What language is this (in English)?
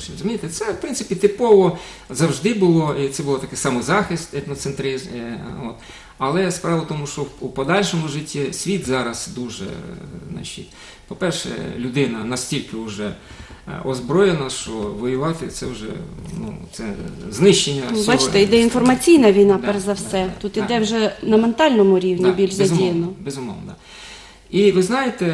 Ukrainian